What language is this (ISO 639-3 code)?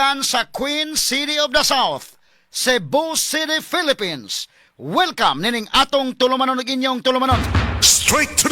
ceb